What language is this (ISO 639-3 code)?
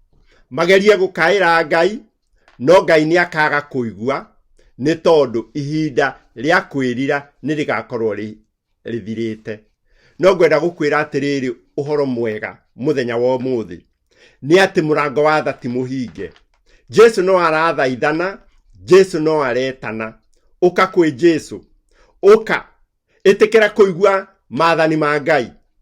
kik